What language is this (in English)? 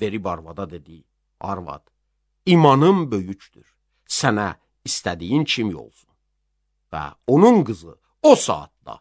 Azerbaijani